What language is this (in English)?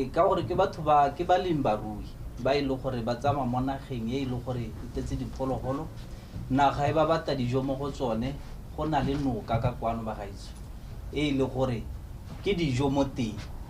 Tswana